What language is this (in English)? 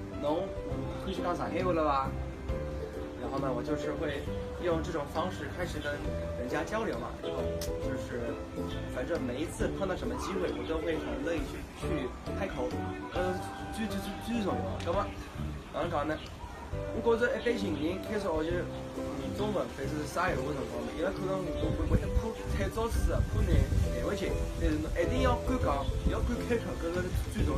Wu Chinese